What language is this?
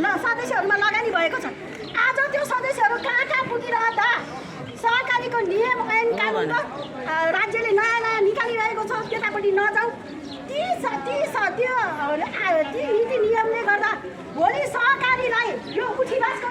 Nepali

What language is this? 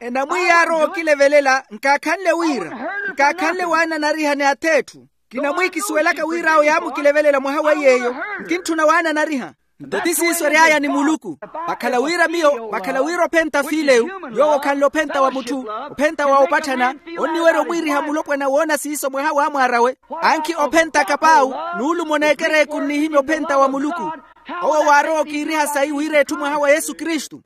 Makhuwa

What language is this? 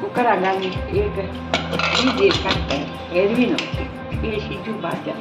Konkani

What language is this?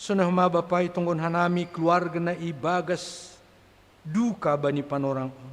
Batak Simalungun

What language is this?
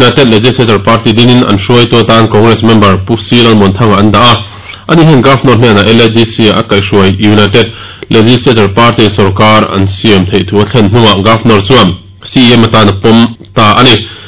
Mizo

